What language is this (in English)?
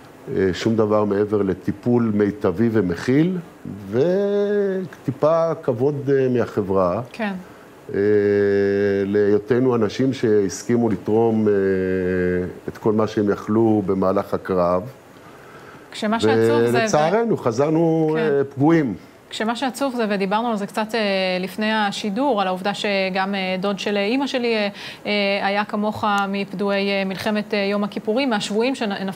Hebrew